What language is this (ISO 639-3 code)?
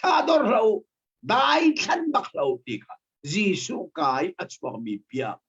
cnh